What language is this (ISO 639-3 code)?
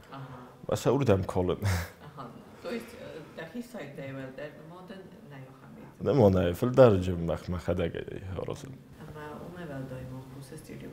oss